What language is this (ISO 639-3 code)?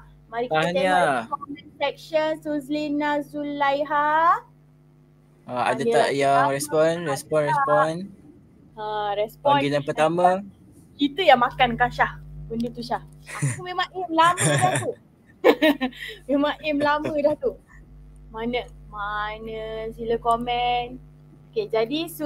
msa